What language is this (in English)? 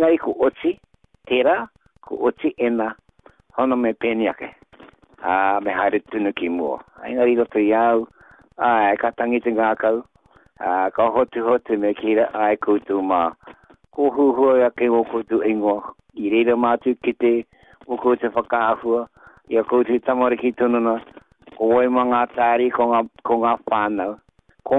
Māori